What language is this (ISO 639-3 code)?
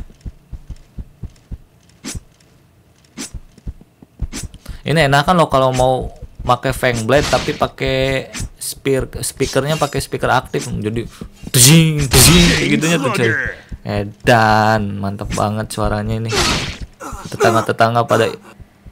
ind